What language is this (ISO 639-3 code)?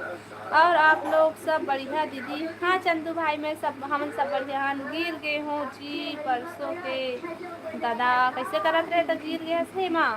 hne